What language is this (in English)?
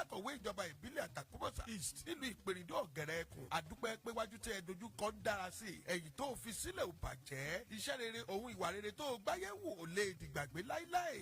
Yoruba